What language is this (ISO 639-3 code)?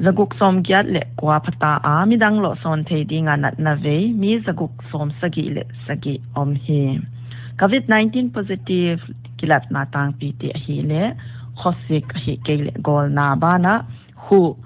pck